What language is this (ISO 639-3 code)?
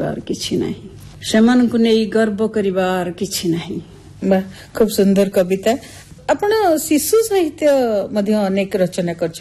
ori